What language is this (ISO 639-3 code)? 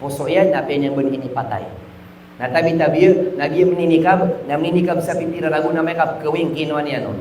mrw